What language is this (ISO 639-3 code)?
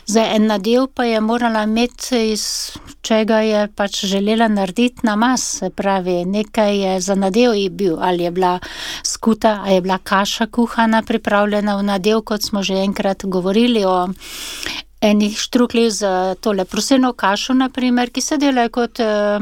slv